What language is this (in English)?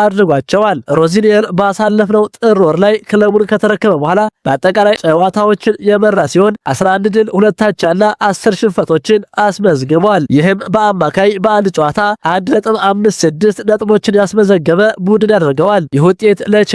Amharic